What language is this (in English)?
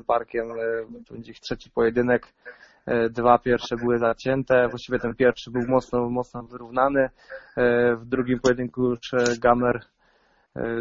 Polish